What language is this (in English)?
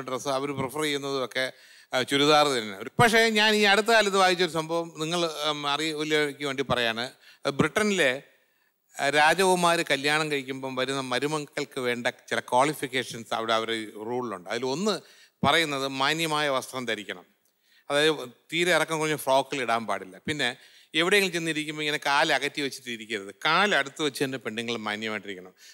Malayalam